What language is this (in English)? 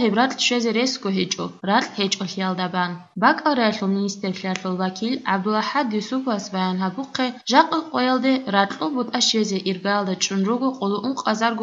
Avaric